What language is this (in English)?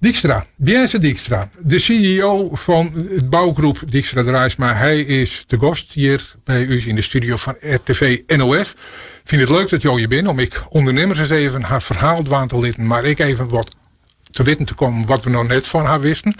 Western Frisian